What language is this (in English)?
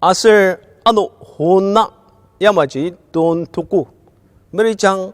Ao Naga